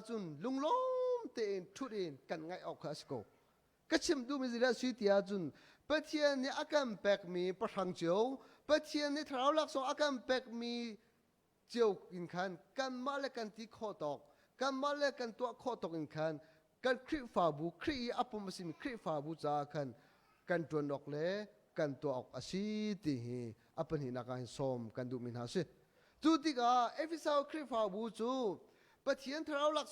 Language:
Hakha Chin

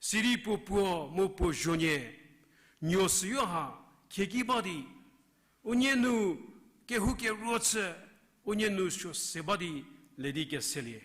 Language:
Angami Naga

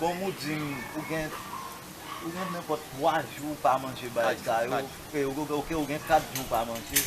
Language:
Haitian Creole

